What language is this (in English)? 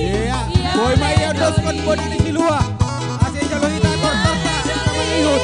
Batak Simalungun